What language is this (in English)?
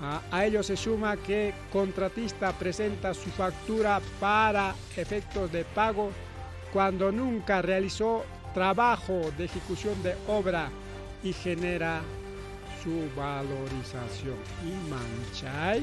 Ayacucho Quechua